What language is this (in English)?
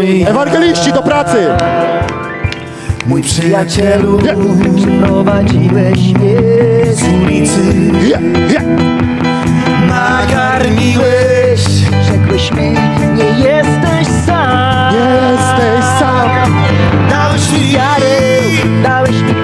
Polish